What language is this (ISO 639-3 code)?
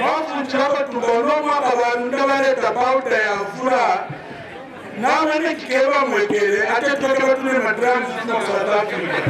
kqn